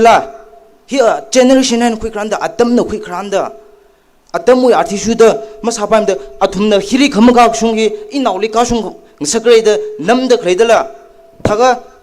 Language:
Tangkhul Naga (India)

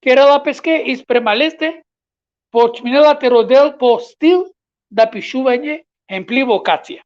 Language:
Balkan Romani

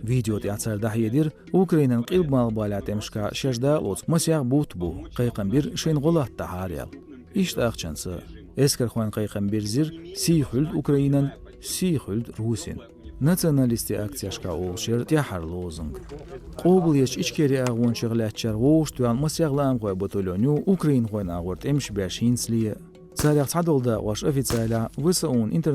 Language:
Chechen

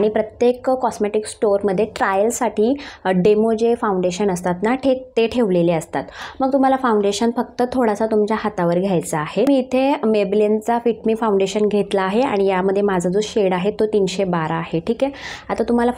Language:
Marathi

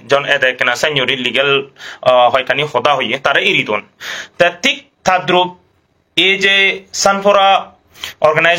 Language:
Chakma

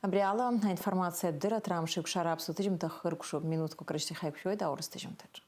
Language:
Abkhazian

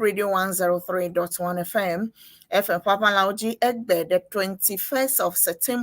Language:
Ewe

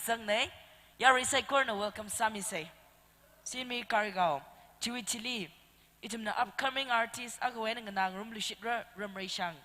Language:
Tangkhul Naga (India)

